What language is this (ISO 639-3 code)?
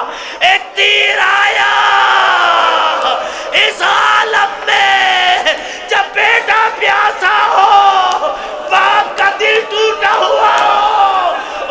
urd